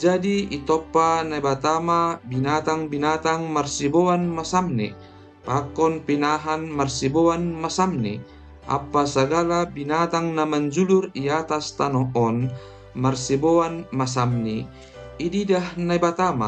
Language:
Batak Simalungun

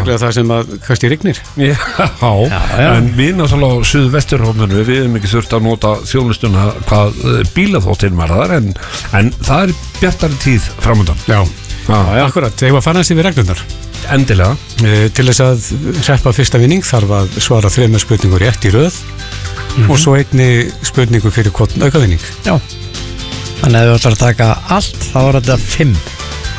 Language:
Icelandic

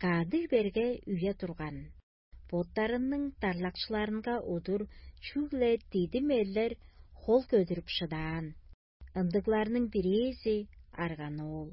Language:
Tuvinian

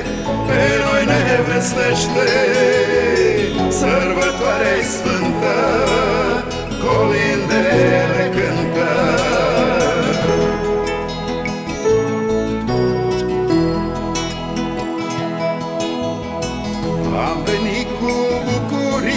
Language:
Romanian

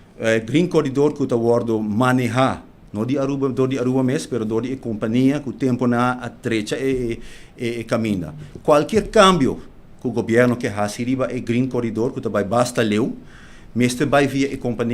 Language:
Papiamento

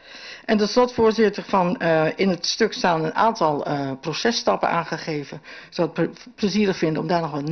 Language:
Dutch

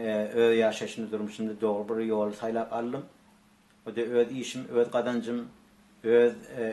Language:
Turkmen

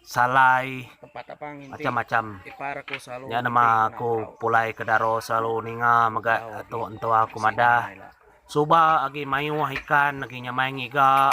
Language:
Iban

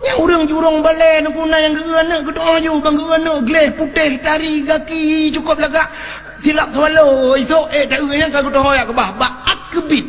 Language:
Achinese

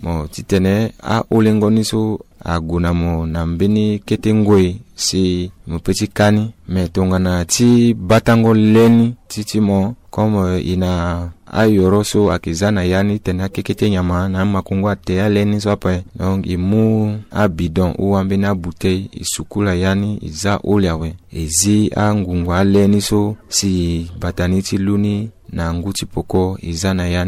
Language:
Sango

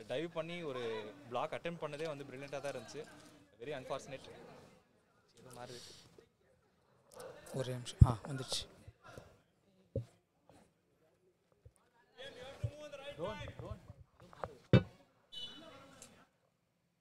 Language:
Tamil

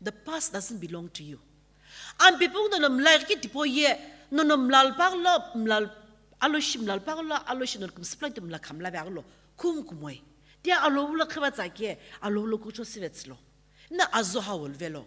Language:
Sumi Naga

